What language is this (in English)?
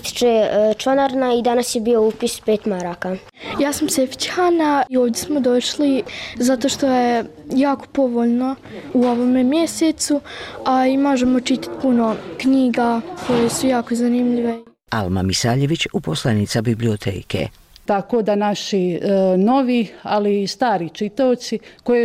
Bosnian